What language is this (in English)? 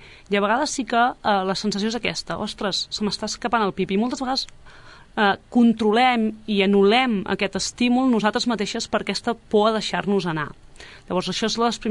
Catalan